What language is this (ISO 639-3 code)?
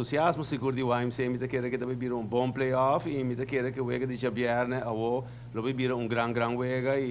pap